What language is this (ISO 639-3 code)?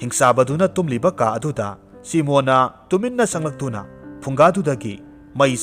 mni